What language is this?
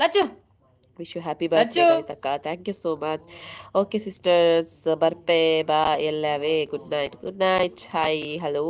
Tulu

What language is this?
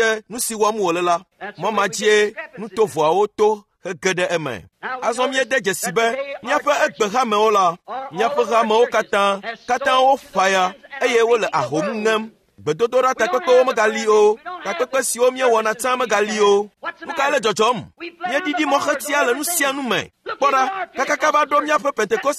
Ewe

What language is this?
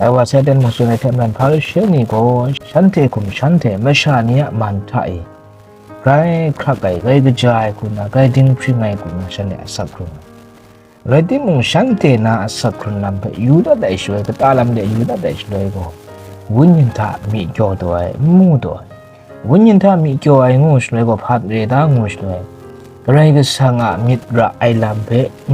Kachin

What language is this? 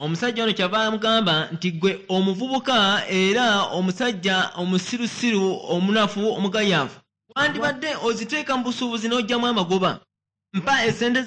Ganda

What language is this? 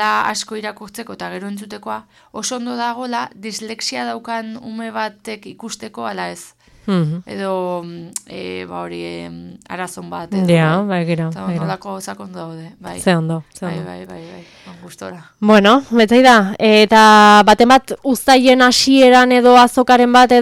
Basque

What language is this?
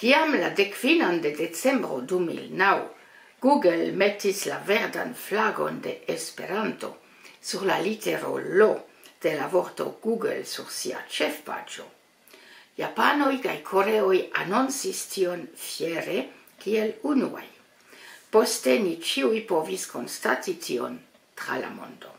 Esperanto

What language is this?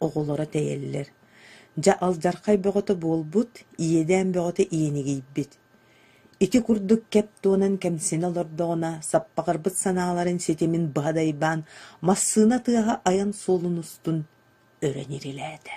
Yakut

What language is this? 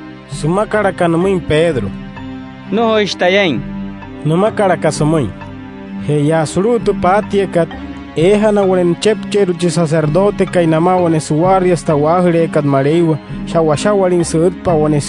Wayuu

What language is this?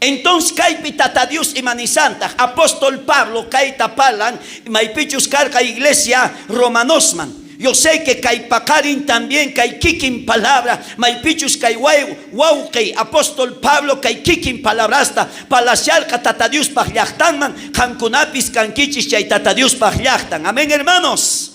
South Bolivian Quechua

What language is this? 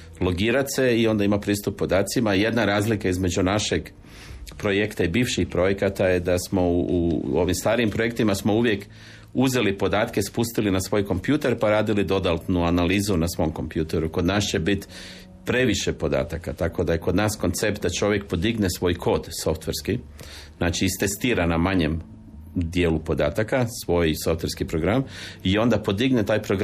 Croatian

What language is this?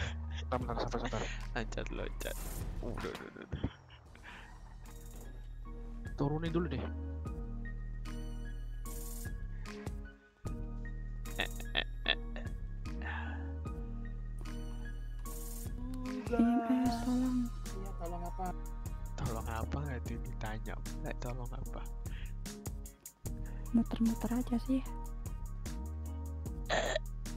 Indonesian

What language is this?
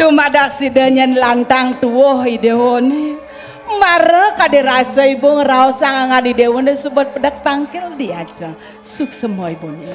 Balinese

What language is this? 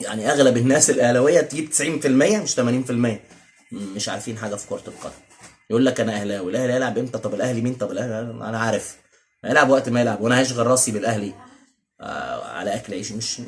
Egyptian Arabic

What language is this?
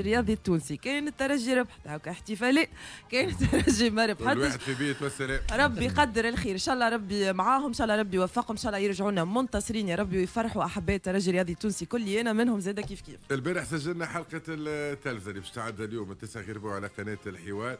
Tunisian Arabic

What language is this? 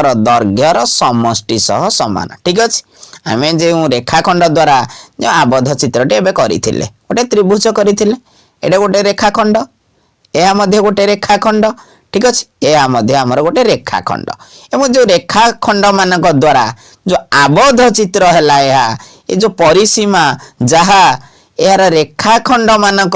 Odia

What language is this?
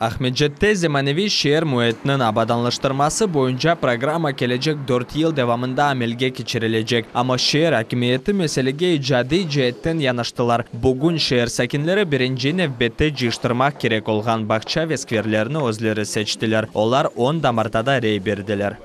Crimean Tatar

